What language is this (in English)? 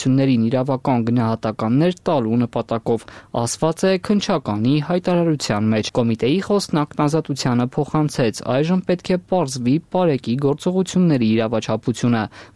Armenian